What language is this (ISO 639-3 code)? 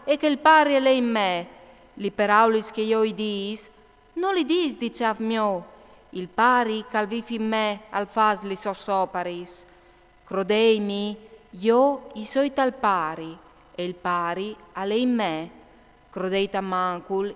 fur